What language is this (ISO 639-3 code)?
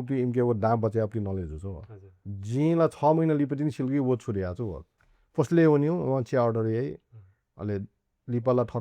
new